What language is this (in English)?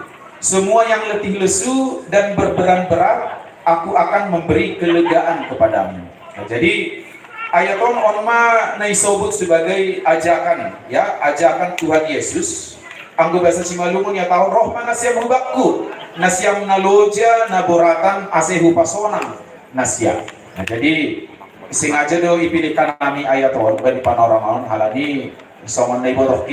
Batak Simalungun